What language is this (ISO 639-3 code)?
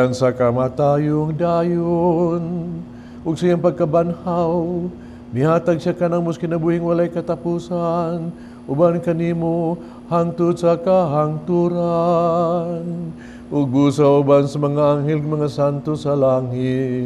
ceb